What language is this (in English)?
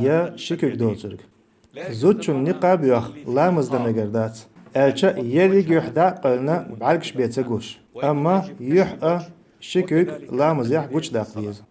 Chechen